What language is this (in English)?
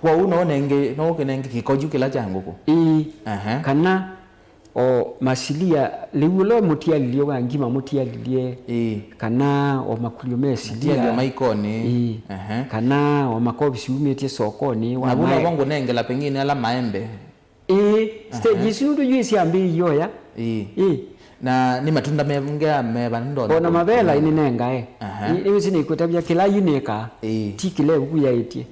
Kamba